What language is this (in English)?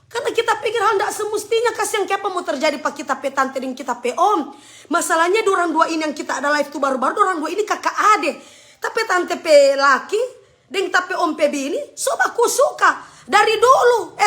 Manado Malay